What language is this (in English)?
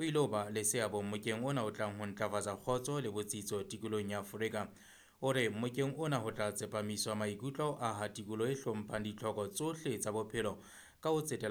Southern Sotho